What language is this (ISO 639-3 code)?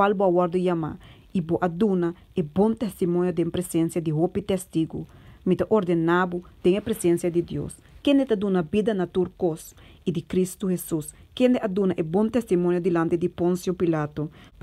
pap